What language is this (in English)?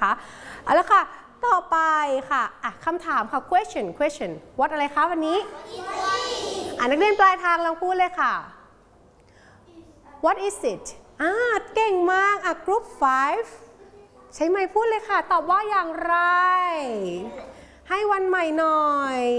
Thai